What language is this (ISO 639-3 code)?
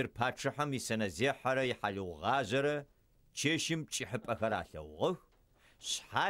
ady